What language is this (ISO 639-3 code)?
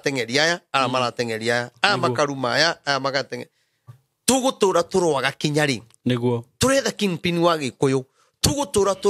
kik